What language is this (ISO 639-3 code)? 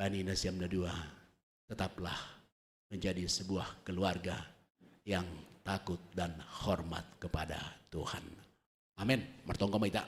bts